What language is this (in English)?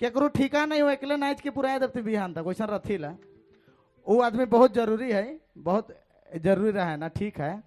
Sadri